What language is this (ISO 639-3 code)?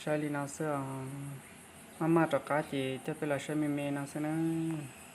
hmn